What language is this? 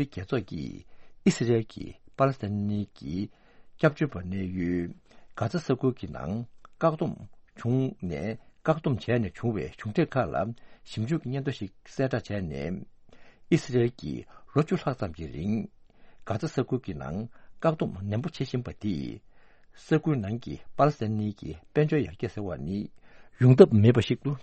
Tibetan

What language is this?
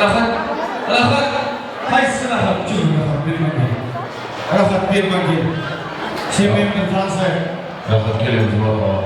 Kara-Kalpak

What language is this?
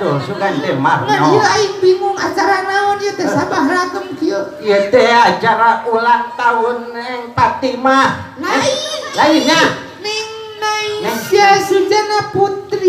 Sundanese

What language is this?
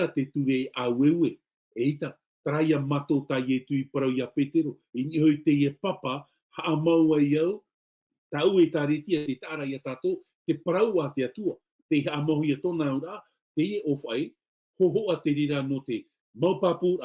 Tahitian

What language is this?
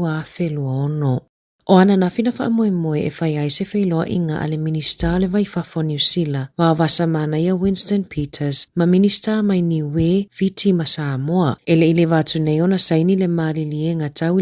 Samoan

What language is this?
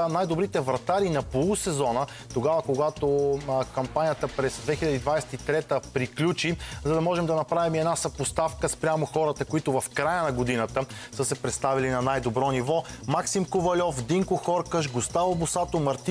Bulgarian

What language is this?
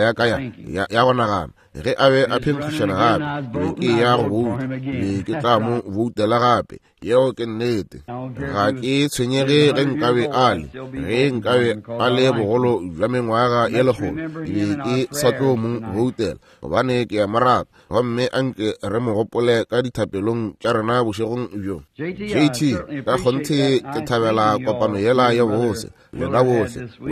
Northern Sotho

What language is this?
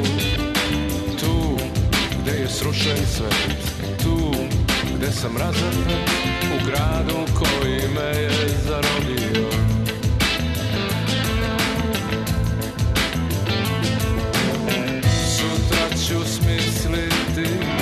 Serbian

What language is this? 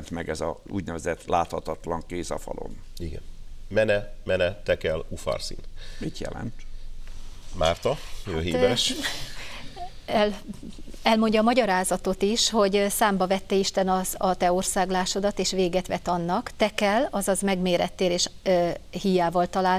Hungarian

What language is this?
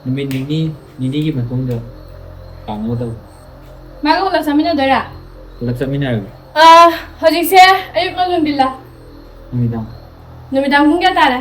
Manipuri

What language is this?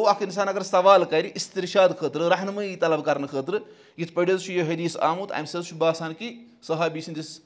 Kashmiri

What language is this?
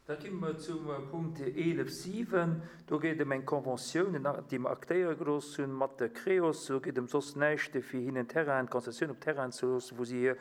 Luxembourgish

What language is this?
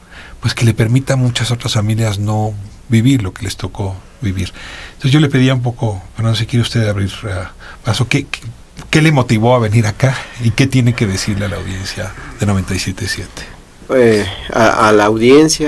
Spanish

